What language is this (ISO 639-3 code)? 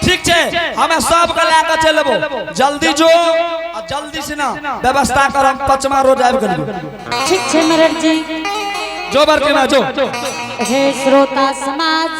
anp